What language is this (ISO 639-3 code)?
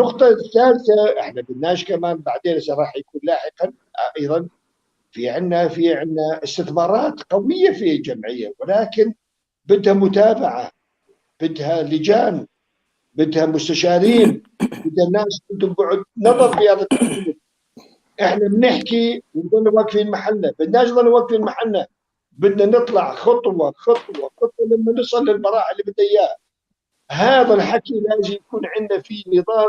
apc